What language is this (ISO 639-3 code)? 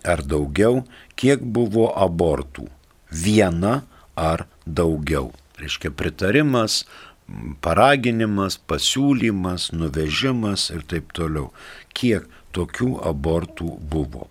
lit